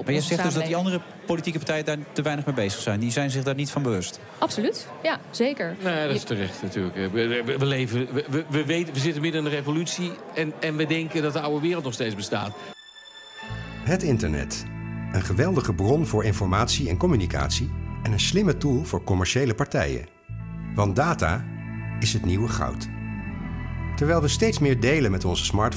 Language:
Dutch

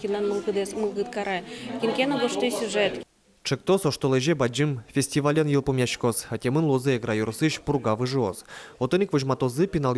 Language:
Udmurt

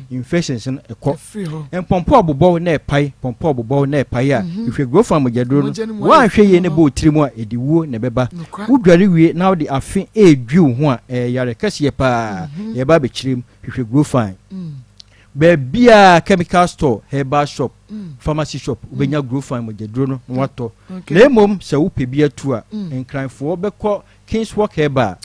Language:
Akan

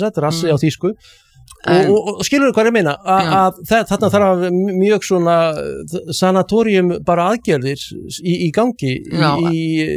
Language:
Icelandic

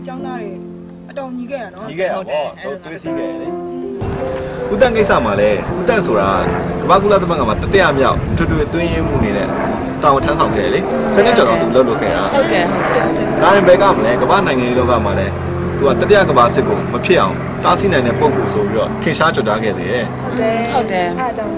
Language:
Burmese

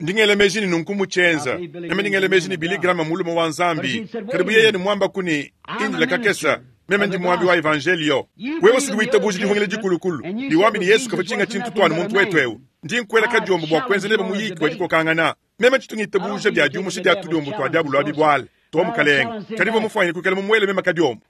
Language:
Luba-Lulua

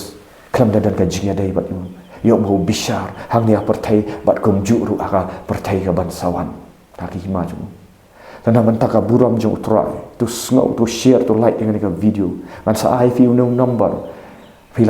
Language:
Khasi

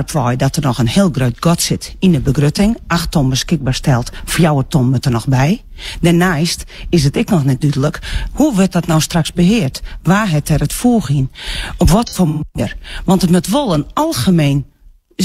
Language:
Western Frisian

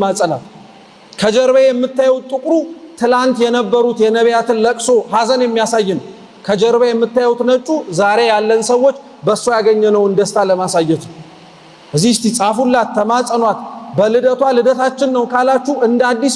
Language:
Amharic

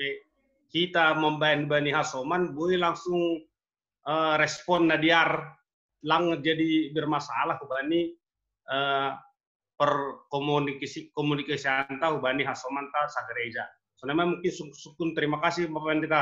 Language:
Batak Simalungun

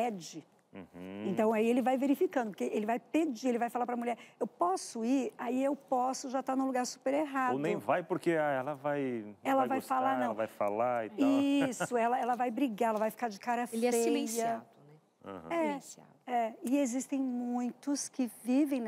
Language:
Portuguese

